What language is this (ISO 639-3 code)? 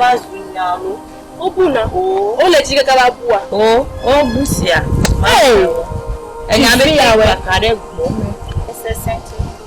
ewe